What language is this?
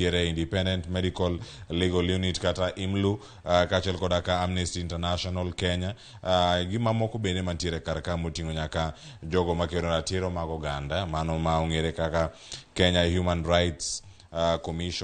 Luo (Kenya and Tanzania)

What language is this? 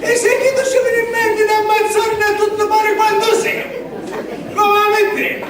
Sicilian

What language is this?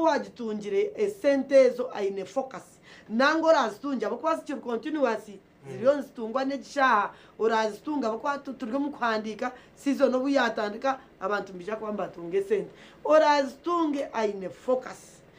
Nyankole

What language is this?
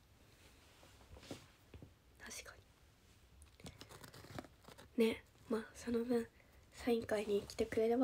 Japanese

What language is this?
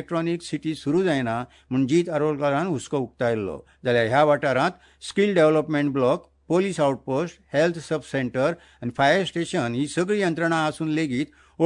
Konkani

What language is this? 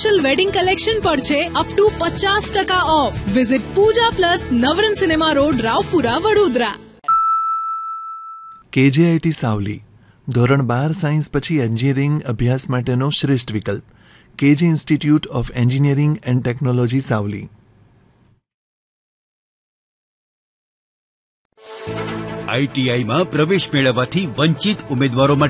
Gujarati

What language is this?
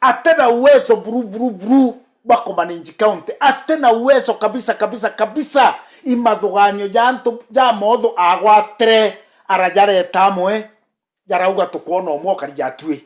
Meru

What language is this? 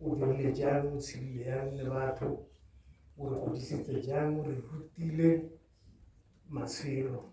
Tswana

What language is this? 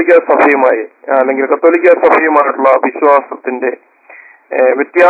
Malayalam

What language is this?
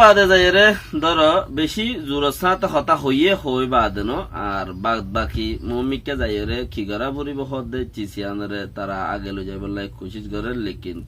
Rohingya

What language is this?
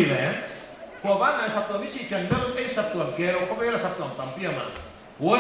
Paite Chin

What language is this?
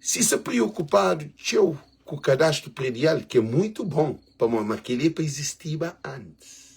Kabuverdianu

